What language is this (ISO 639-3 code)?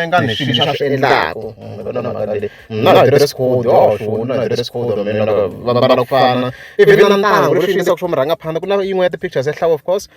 tso